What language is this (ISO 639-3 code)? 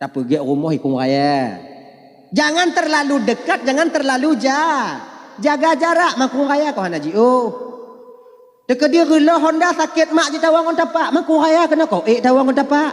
ace